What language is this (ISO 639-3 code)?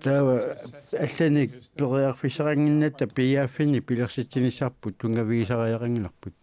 kal